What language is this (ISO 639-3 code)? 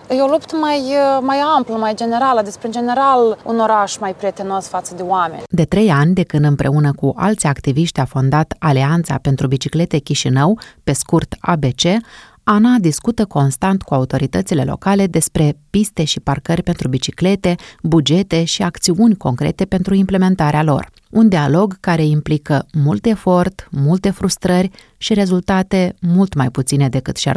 ron